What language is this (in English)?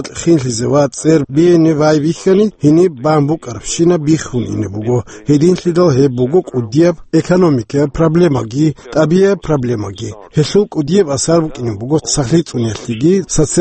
Avaric